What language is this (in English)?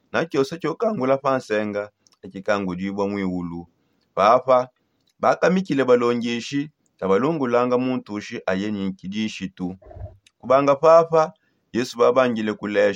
Songe